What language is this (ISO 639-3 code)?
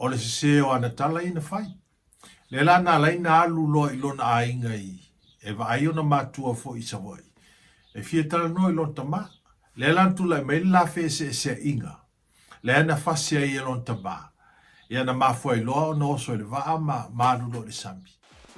smo